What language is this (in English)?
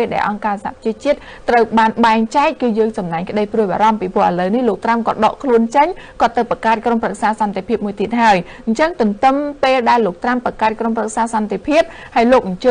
Khmer